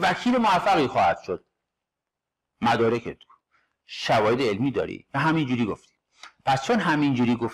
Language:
Persian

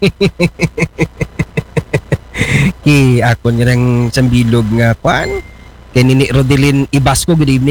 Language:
Aklanon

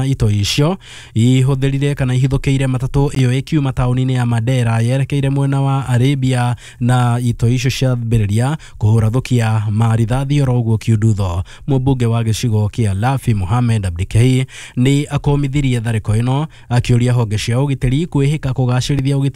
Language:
Kikuyu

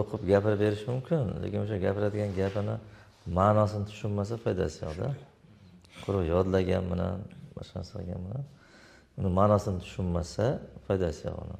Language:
Uzbek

